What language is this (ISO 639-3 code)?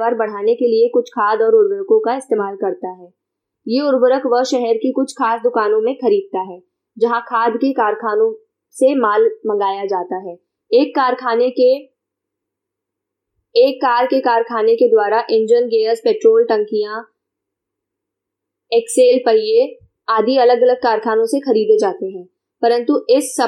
hin